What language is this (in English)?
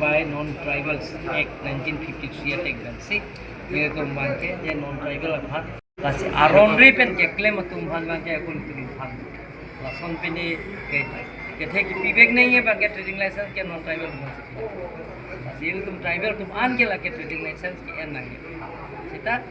Karbi